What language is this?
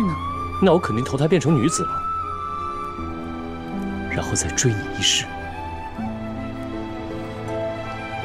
Chinese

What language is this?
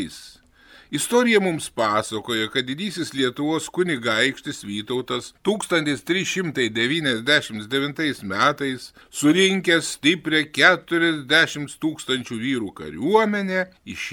Lithuanian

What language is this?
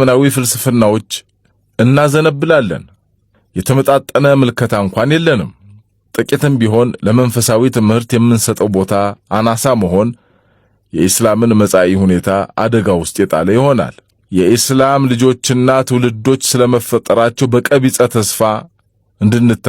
Amharic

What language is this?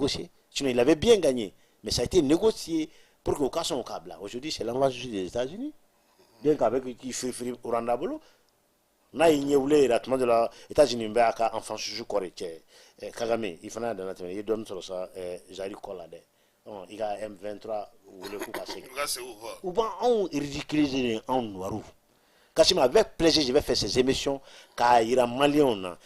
Bambara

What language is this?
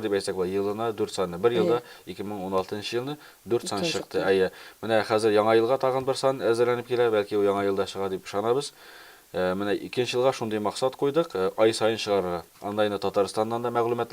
Tatar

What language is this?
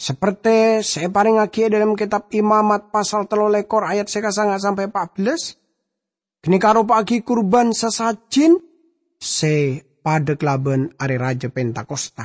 Madurese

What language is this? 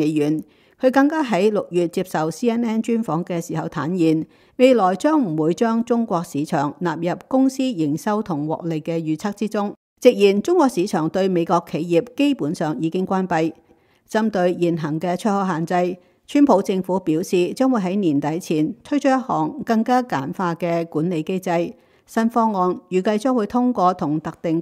Cantonese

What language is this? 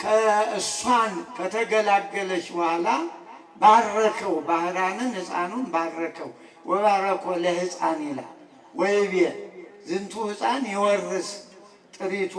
Amharic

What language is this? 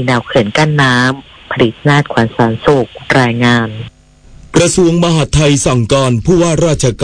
Thai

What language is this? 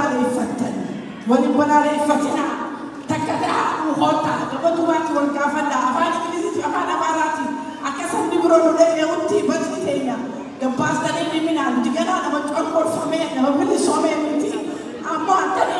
Oromo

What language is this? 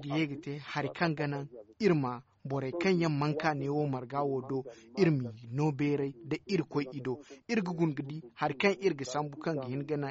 Zarma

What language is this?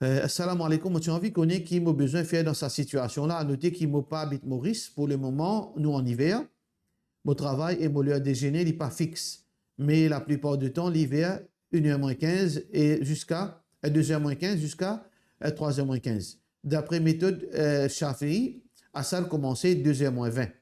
Morisyen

